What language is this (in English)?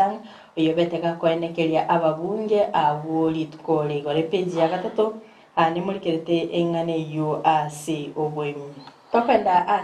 Gusii